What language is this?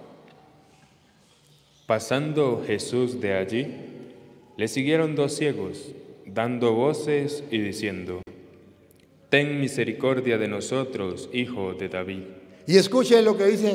Spanish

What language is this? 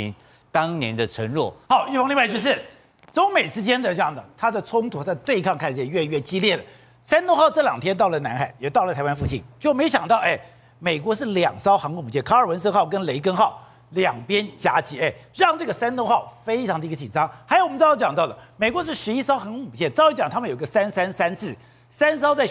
Chinese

